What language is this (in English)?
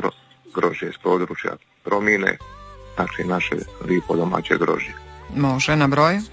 Croatian